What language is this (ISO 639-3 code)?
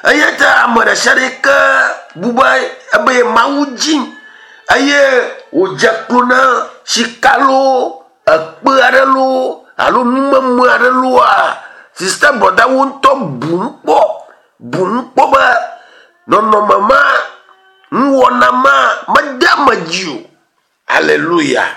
ewe